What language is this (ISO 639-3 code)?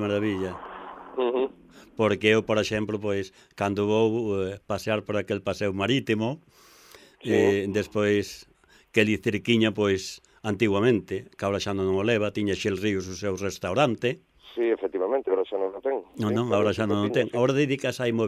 glg